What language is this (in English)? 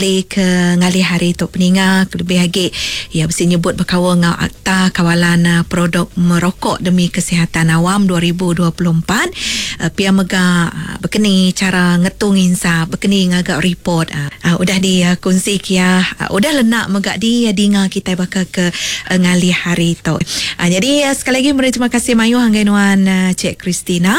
Iban